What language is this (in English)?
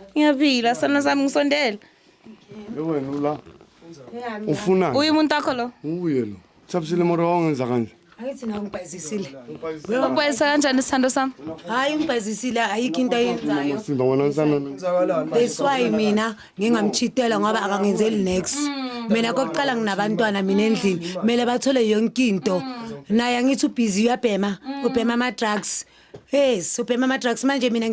Zulu